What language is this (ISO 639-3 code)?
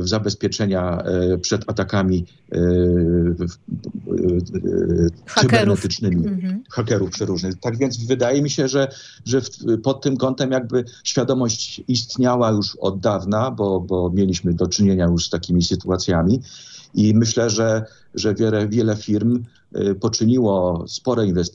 pol